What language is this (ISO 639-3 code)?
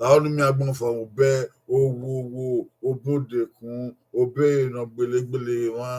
bin